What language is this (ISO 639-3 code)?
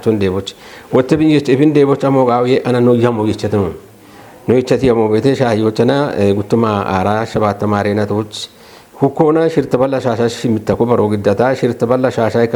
kbr